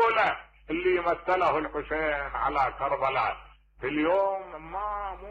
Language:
Mesopotamian Arabic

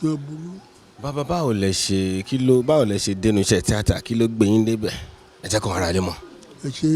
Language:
Yoruba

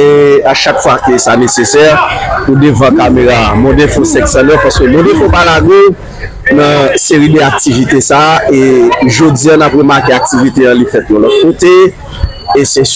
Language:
Haitian Creole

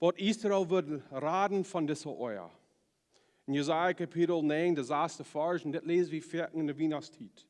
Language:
Plautdietsch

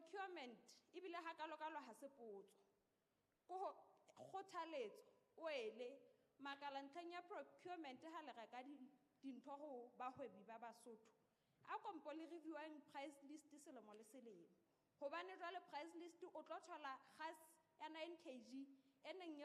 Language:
Southern Sotho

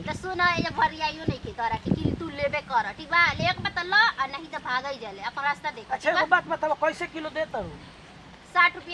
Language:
Bhojpuri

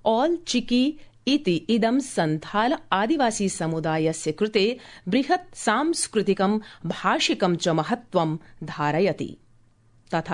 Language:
Sanskrit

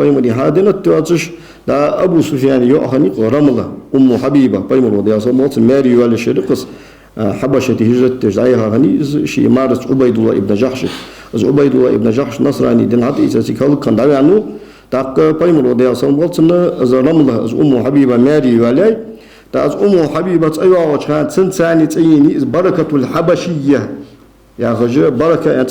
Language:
Ingush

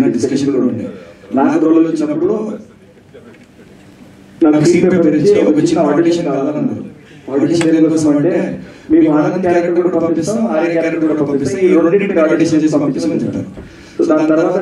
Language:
Telugu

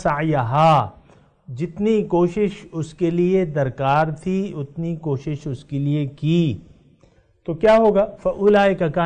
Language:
Urdu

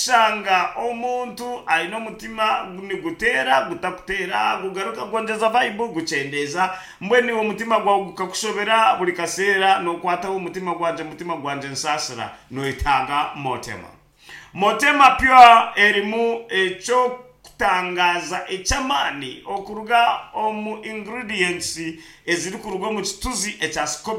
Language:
Nyankole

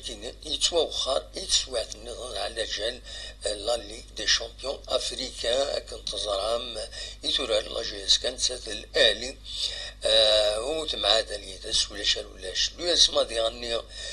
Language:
Kabyle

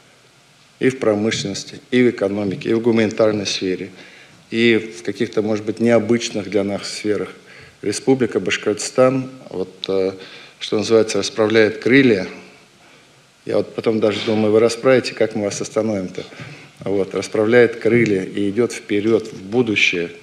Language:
Russian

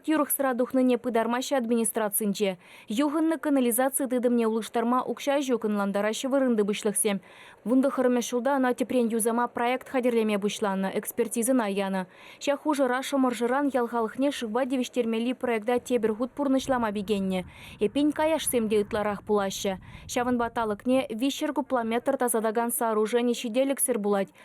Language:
Chuvash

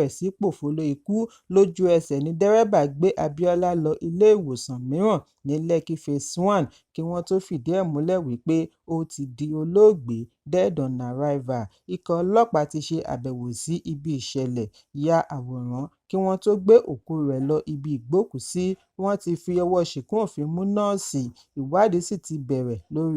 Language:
Yoruba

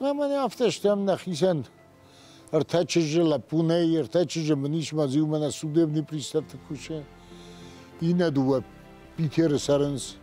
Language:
Ossetic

